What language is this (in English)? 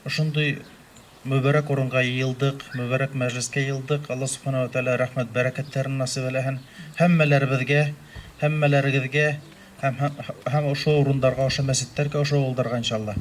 Bashkir